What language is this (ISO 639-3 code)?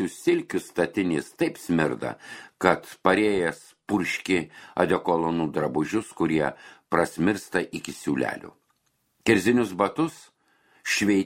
lit